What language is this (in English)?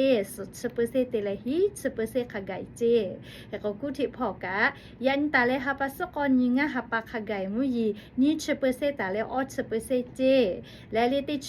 Lahu